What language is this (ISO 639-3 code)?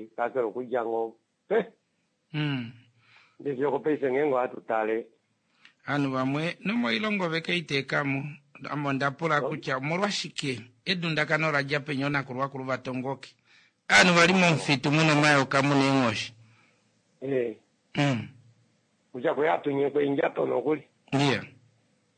kua